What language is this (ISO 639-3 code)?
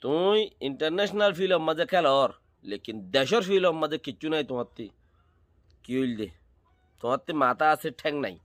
rhg